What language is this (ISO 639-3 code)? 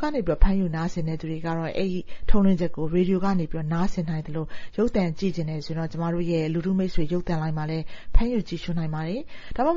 mya